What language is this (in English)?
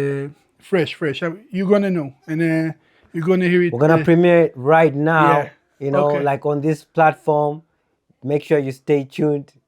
English